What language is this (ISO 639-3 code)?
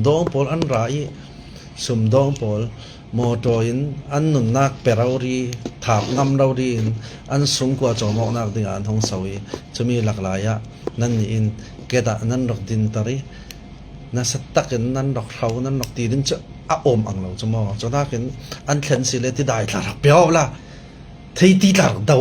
cfm